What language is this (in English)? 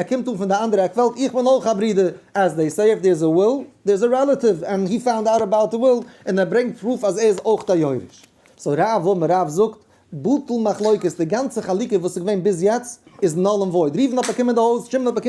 Yiddish